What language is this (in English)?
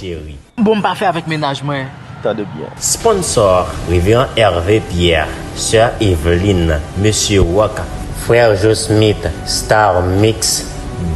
Haitian Creole